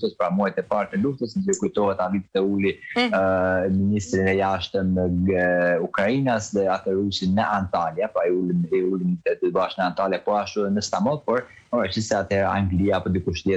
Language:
Albanian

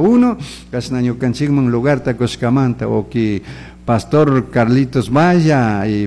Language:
Chimborazo Highland Quichua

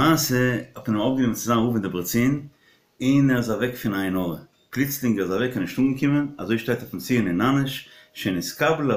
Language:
Yiddish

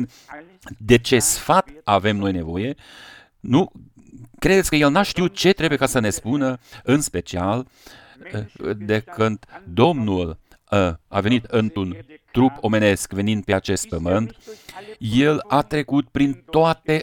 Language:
Romanian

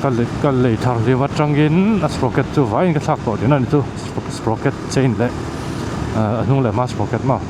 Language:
Mizo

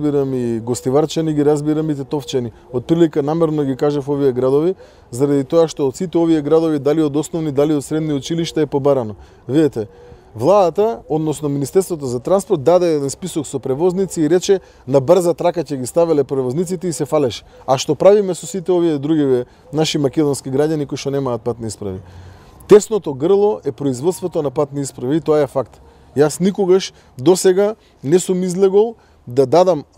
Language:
Macedonian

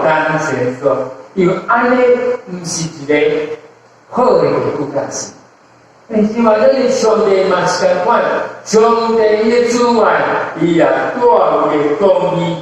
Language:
Min Nan Chinese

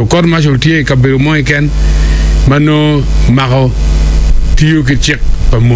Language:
Acoli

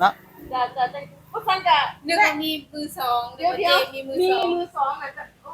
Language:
Northeastern Thai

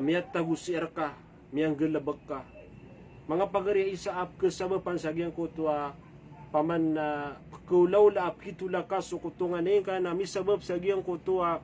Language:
Maranao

